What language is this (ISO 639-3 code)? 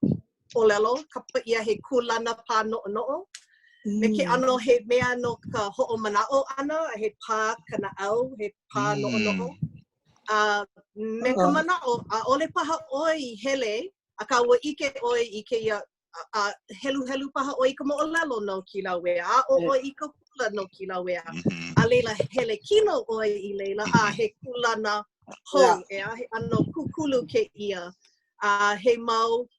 haw